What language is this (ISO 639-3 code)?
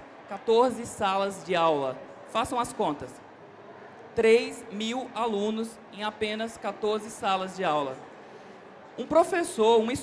por